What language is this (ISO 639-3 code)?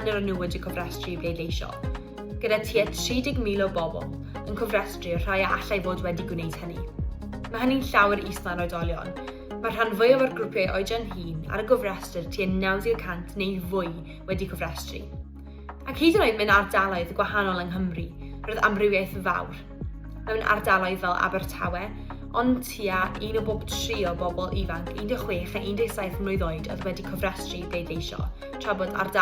cym